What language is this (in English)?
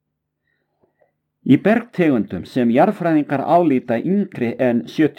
Icelandic